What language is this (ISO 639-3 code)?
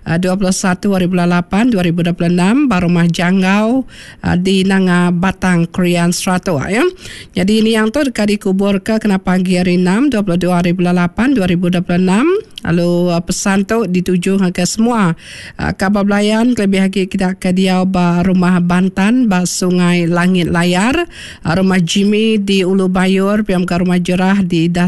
iba